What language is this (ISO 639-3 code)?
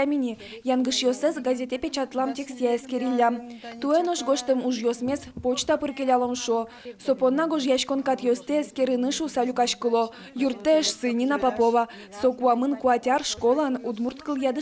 udm